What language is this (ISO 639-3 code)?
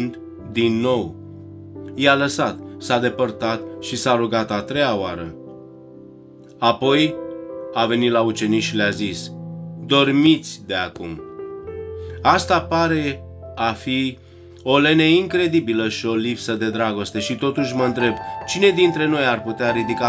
ron